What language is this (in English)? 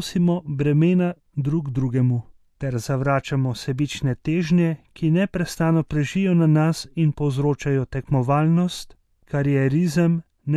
Slovenian